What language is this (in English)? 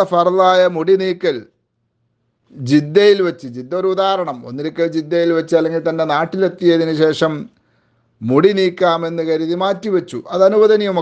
Malayalam